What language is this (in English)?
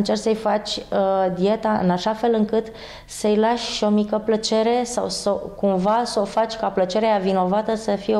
Romanian